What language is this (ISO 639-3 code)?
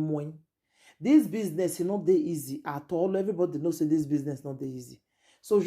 pcm